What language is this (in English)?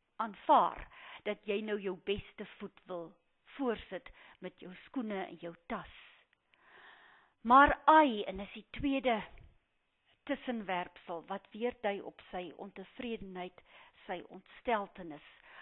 Afrikaans